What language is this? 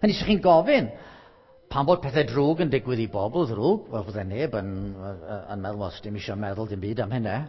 Welsh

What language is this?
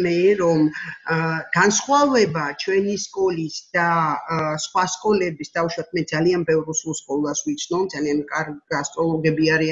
Georgian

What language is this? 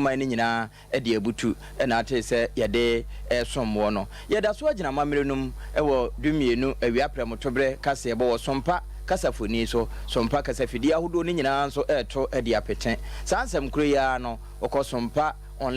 Akan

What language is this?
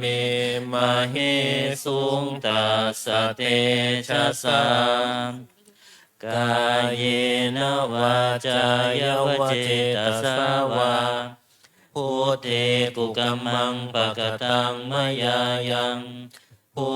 Pali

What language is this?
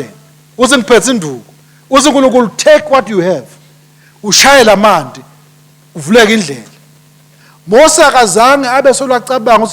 Swati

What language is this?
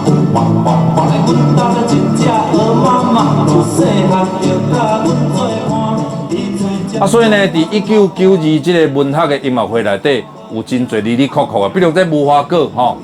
Min Nan Chinese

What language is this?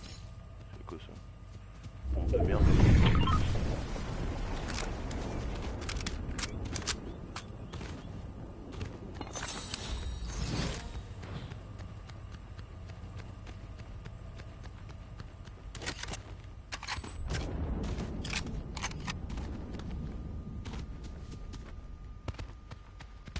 French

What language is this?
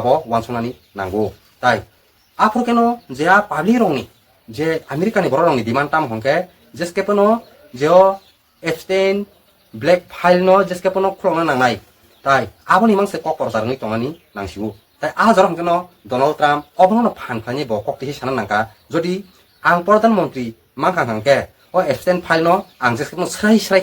Kok Borok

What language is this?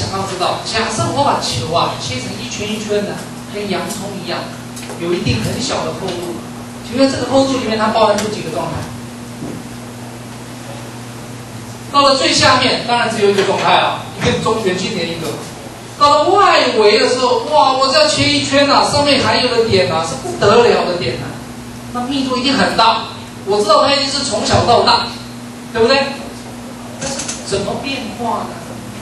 Chinese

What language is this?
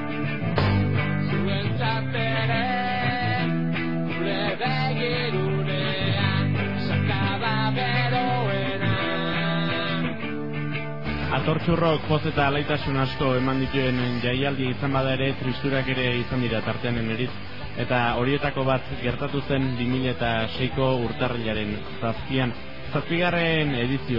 Basque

